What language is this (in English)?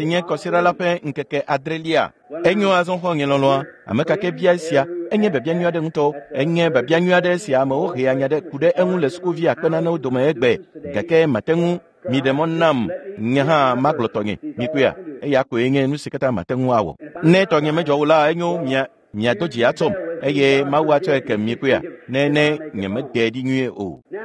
Ewe